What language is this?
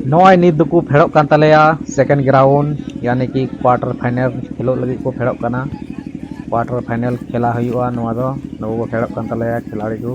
Santali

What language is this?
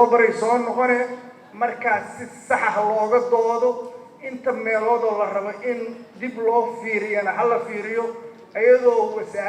Somali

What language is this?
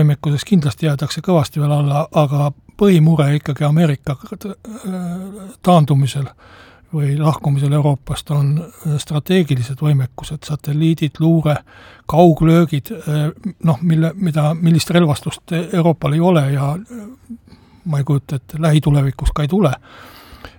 Estonian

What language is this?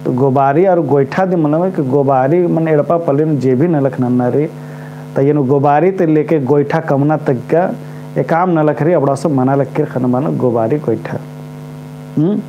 Kurukh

